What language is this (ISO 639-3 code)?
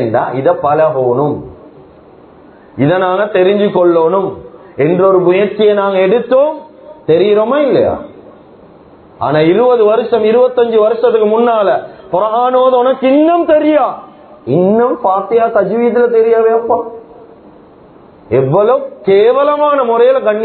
tam